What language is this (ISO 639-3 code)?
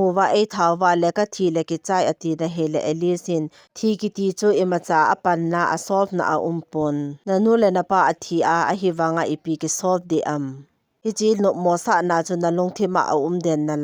tcz